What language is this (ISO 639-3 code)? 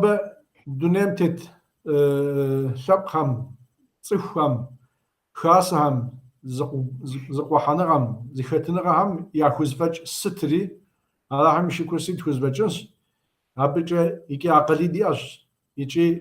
kbd